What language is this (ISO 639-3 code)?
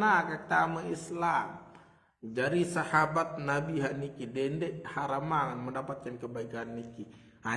sas